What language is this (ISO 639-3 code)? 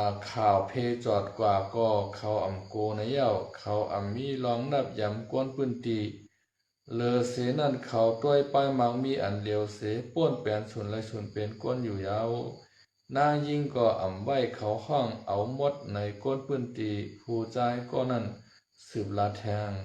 shn